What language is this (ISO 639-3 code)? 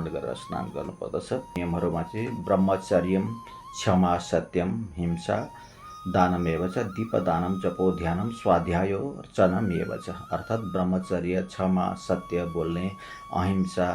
nep